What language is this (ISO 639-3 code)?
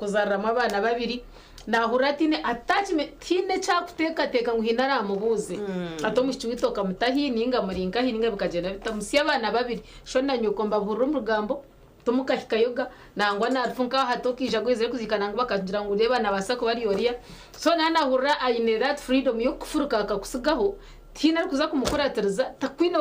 nyn